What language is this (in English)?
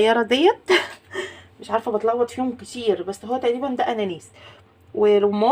Egyptian Arabic